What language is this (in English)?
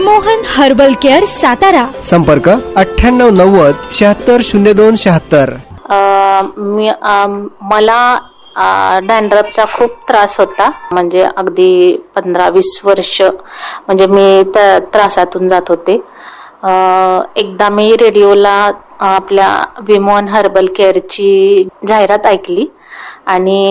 Marathi